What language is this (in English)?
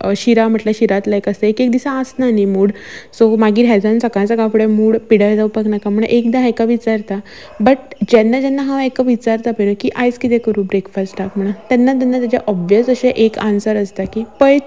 Konkani